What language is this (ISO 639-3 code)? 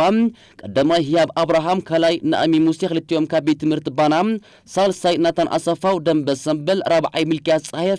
tir